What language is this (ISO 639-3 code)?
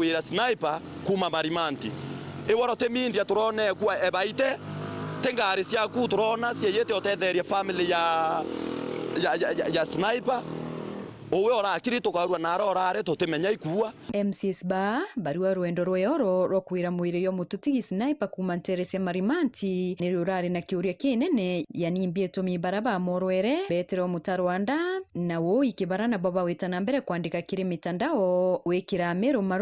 mer